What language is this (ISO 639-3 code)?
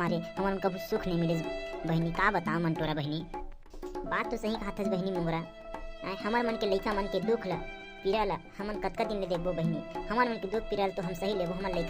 hne